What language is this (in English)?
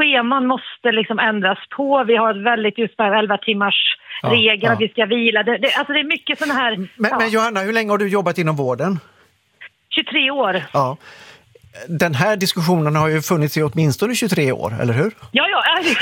Swedish